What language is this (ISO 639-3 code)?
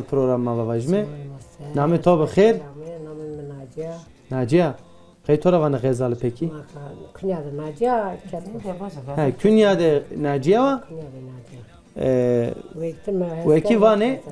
zza